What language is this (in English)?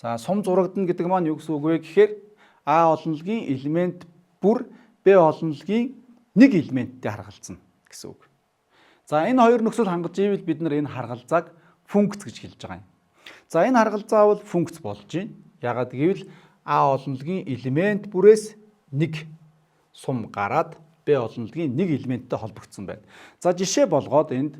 Mongolian